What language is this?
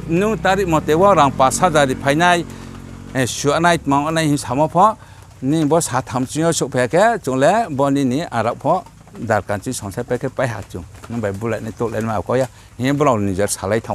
Riang (India)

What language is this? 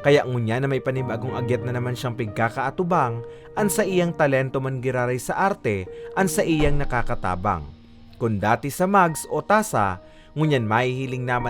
Bikol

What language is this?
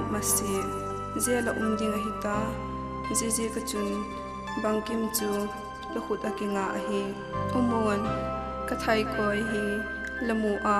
Hakha Chin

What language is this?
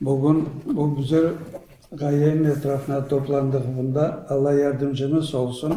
Crimean Tatar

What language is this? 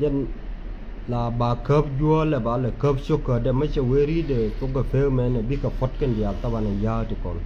Nuer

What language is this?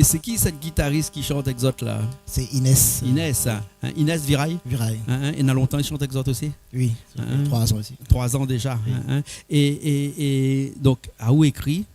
Réunion Creole French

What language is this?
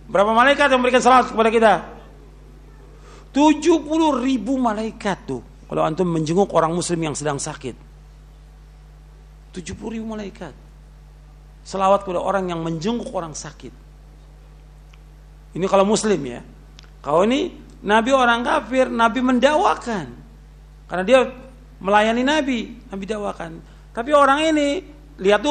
Indonesian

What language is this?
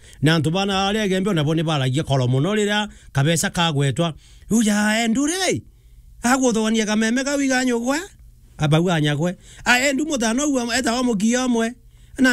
Meru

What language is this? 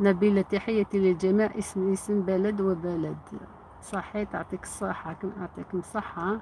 Algerian Arabic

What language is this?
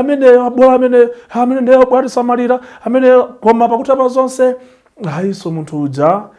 Nyanja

